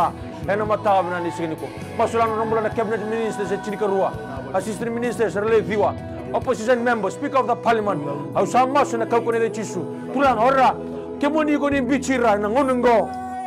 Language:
Fijian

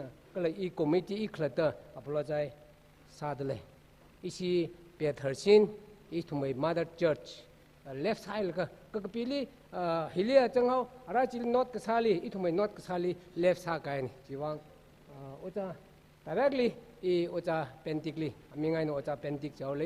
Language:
Tangkhul Naga (India)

